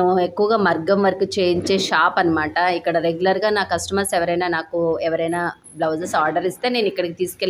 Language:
Telugu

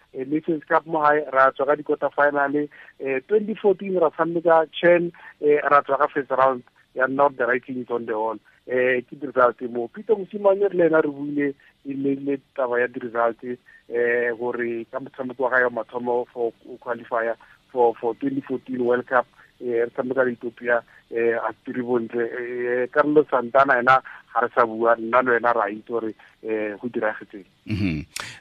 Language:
Tswana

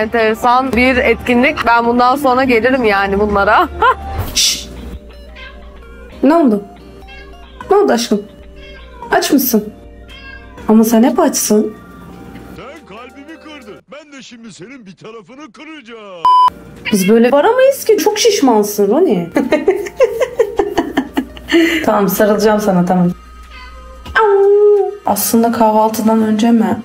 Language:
Turkish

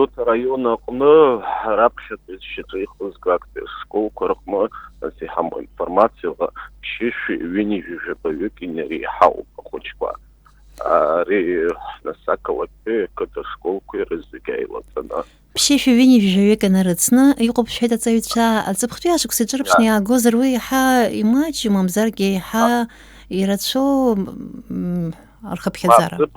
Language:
Abkhazian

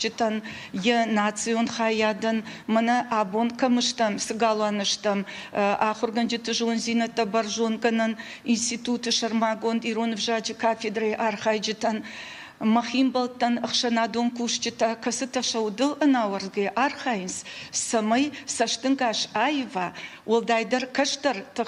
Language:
Ossetic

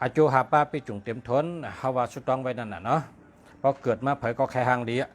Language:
Shan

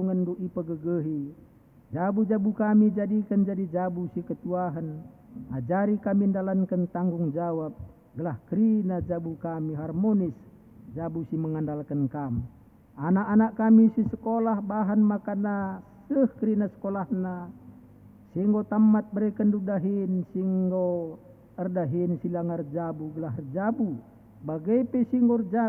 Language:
Batak Karo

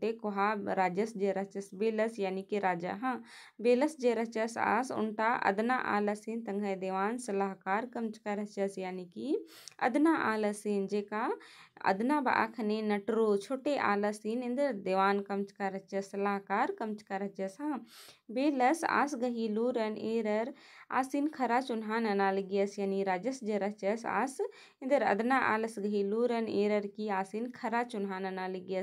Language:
Kurukh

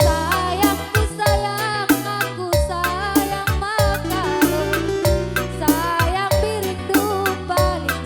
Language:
Batak Karo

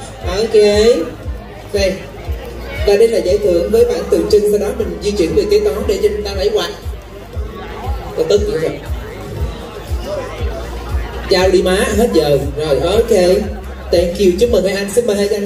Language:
Vietnamese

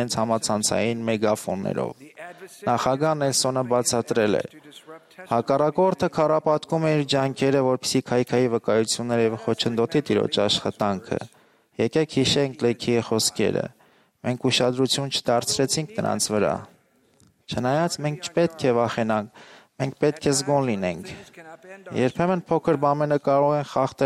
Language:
Armenian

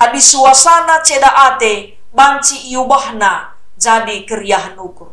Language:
Batak Karo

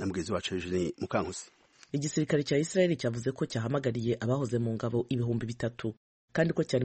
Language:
Kinyarwanda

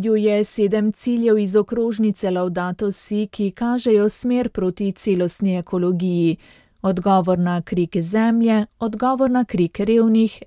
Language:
Slovenian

